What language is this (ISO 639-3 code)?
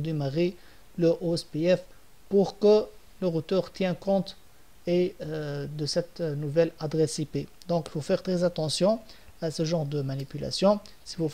fra